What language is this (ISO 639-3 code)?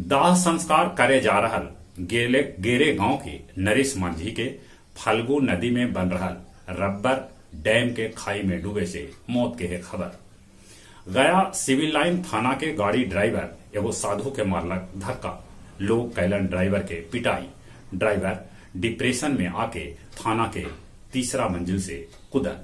mag